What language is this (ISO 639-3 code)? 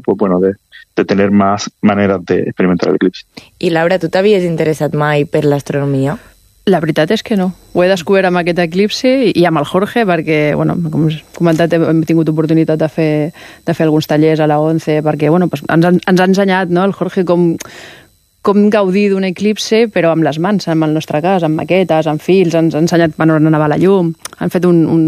cat